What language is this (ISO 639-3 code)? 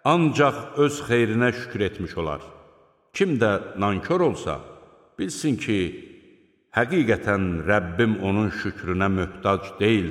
aze